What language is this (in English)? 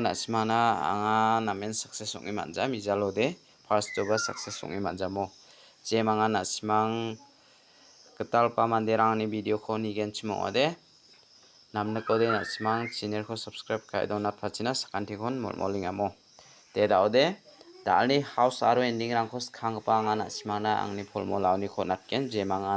Garo